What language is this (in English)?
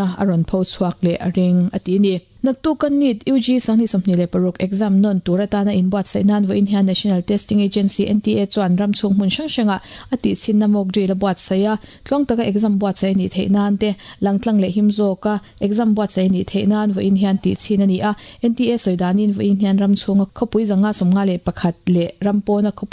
Mizo